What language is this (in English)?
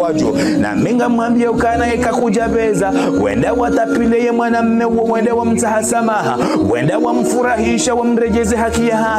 Ngazidja Comorian